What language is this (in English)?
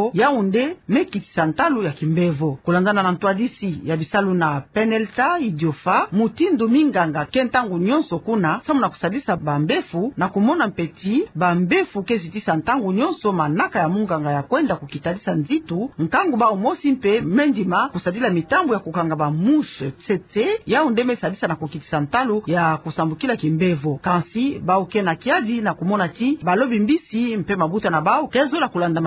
Kituba (Democratic Republic of Congo)